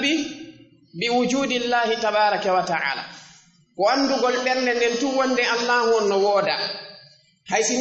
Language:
Fula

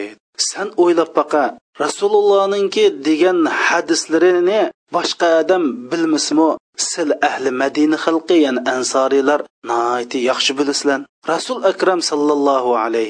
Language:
Uyghur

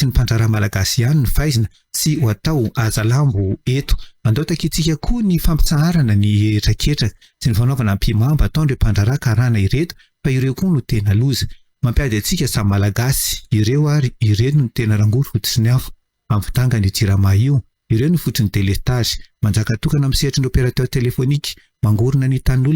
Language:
Malagasy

